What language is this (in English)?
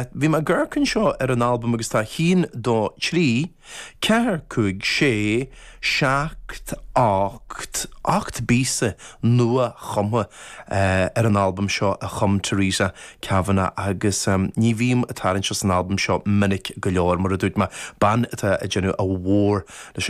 Irish